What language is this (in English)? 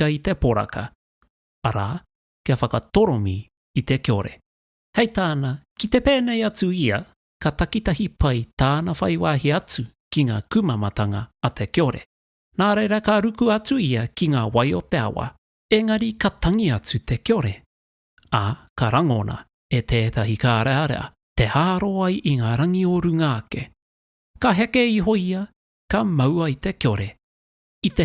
Māori